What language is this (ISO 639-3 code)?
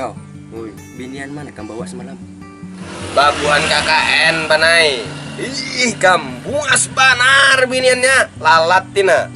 bjn